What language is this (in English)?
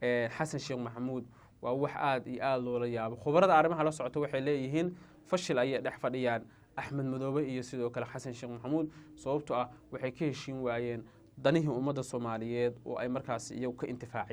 Somali